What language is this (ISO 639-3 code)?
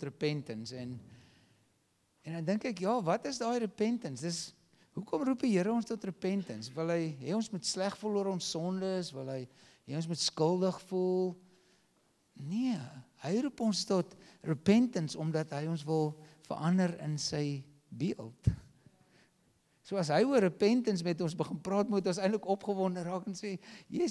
afr